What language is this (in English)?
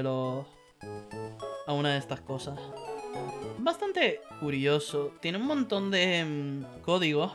Spanish